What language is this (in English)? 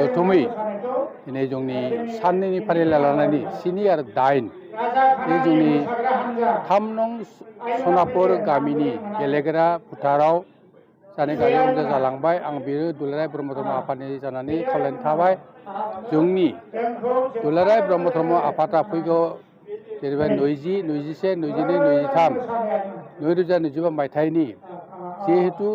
Bodo